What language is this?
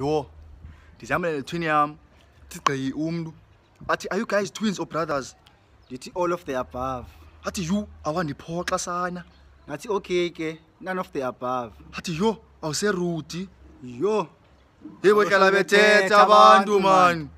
Xhosa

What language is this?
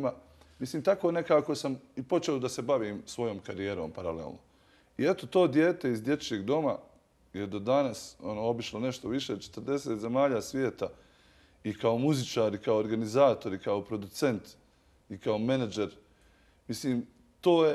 Bosnian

